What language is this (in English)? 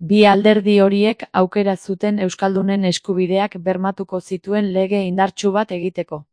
Basque